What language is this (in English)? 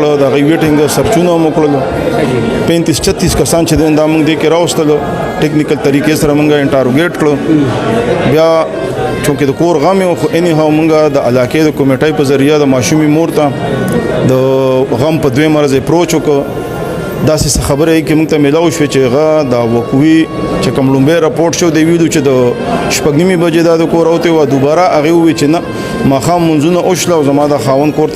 Pashto